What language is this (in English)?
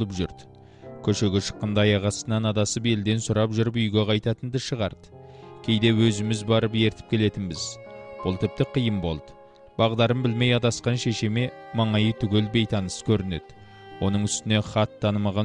Kazakh